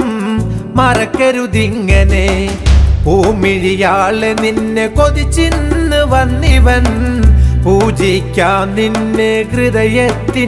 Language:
Malayalam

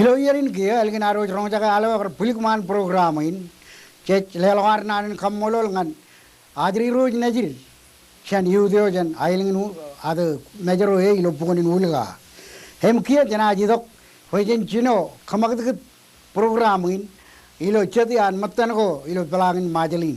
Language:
Marshallese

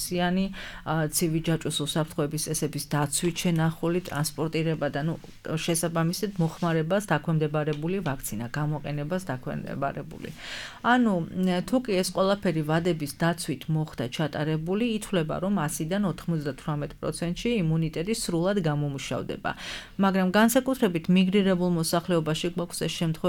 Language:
Georgian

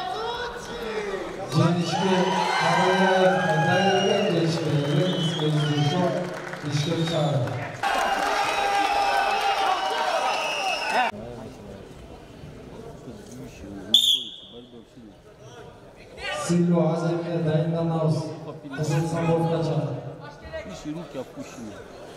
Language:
Kazakh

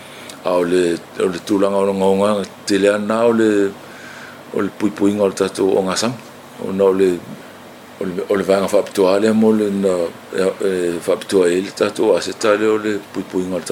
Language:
Samoan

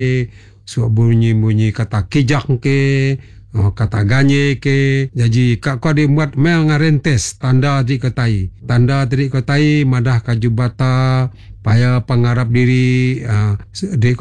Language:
Malay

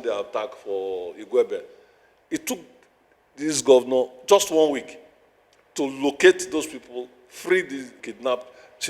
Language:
Nigerian Pidgin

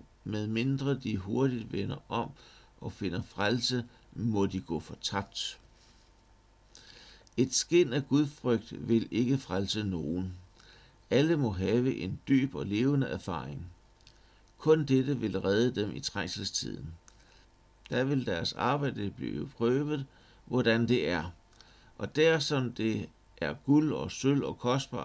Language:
Danish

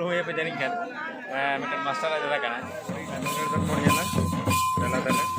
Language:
Santali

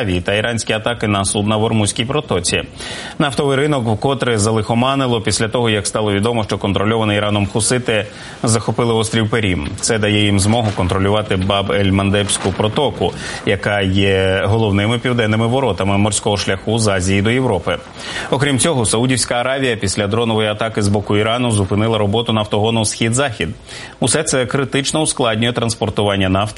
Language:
Ukrainian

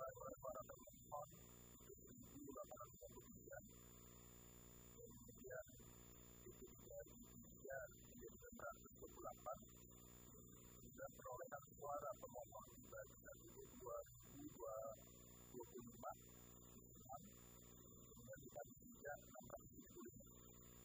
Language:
Indonesian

